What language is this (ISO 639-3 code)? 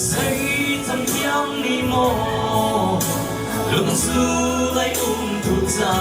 cfm